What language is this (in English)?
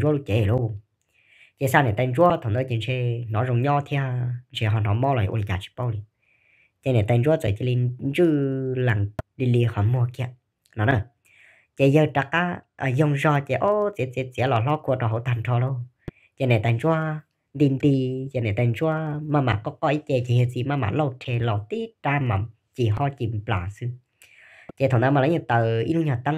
Hmong